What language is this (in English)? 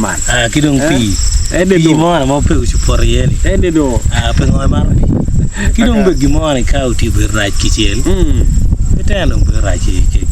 Acoli